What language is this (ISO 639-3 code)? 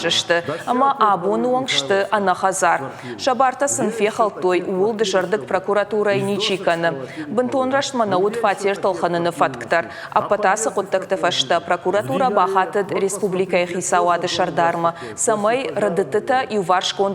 oss